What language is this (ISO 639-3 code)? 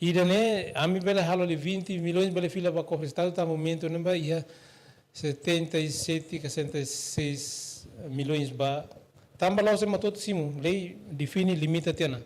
tet